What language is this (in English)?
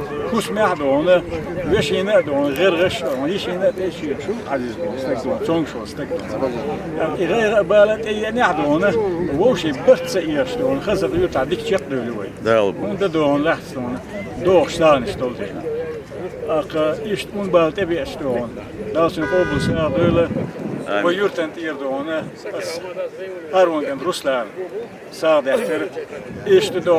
Chechen